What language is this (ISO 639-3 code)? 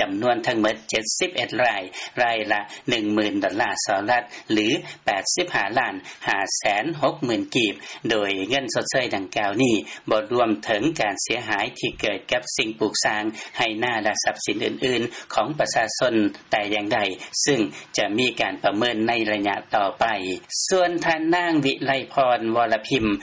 lao